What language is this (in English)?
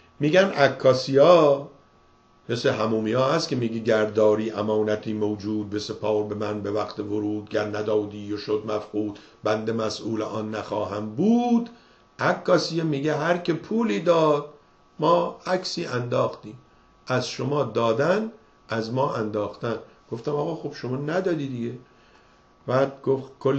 Persian